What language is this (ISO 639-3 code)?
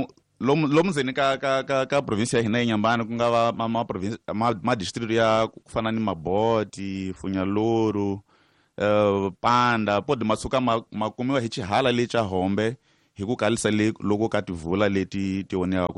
tso